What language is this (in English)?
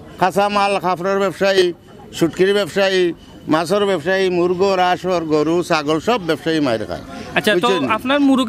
Sylheti